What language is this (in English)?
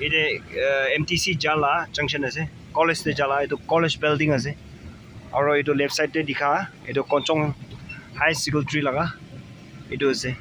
Naga Pidgin